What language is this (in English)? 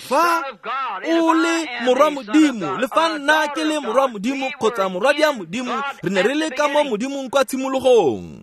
Tswana